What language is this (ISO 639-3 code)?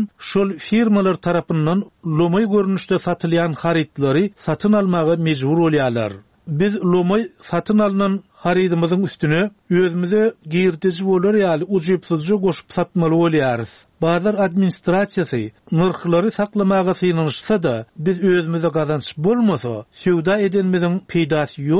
tuk